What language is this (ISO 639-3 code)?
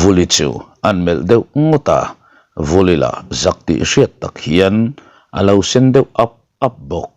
lus